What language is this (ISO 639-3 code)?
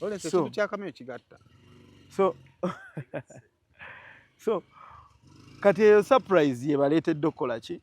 lug